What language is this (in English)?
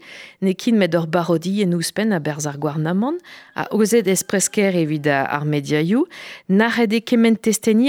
Breton